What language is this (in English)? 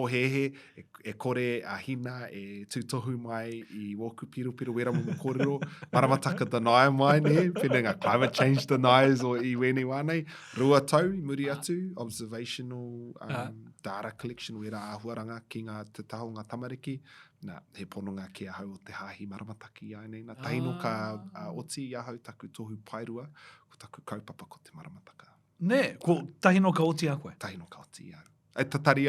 Māori